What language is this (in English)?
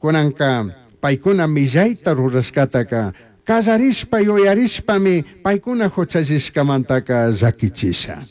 Chimborazo Highland Quichua